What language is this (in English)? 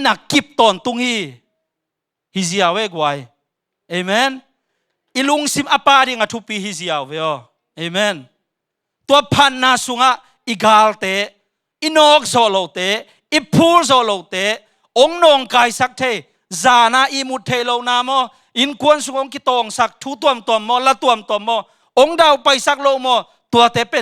Tedim Chin